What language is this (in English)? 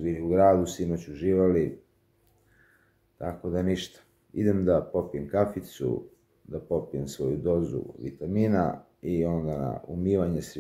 Serbian